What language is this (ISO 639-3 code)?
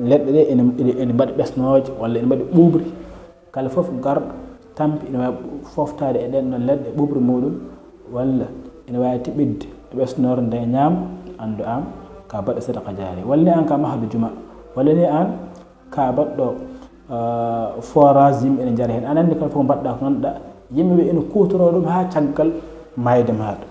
ful